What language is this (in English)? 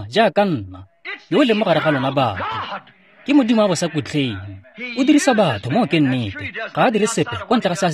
Tswana